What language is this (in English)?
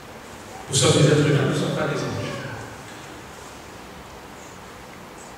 French